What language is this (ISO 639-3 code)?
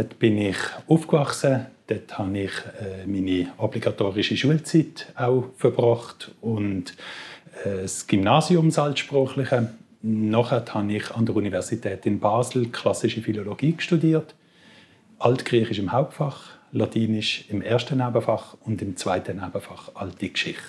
gsw